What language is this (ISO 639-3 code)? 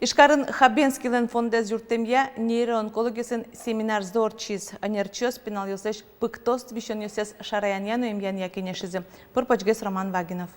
udm